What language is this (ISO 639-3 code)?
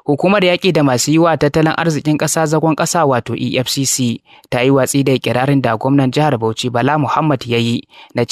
hau